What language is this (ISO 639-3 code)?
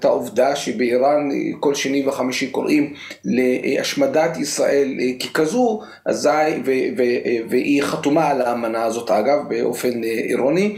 heb